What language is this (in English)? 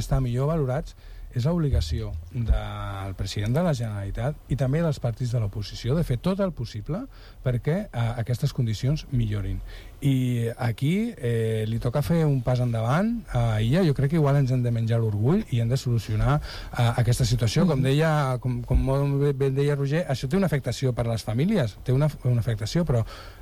Catalan